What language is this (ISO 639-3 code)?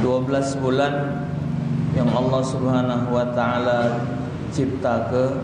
mui